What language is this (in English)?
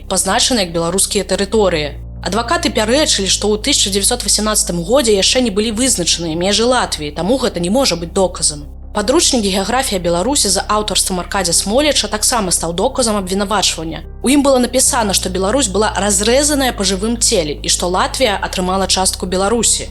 Belarusian